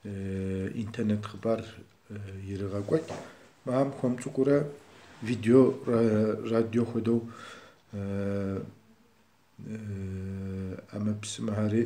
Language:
Kabardian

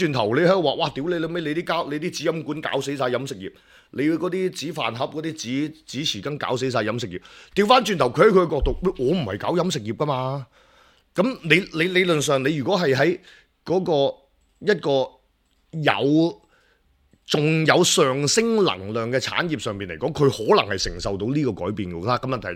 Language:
Cantonese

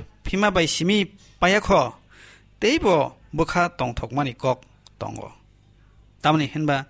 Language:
Kok Borok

